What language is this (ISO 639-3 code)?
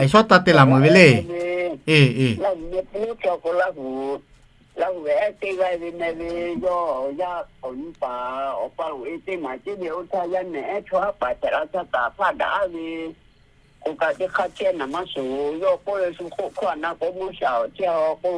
lhu